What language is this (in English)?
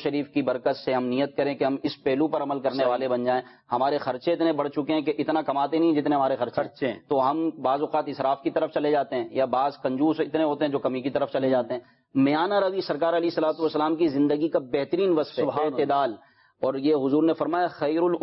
Urdu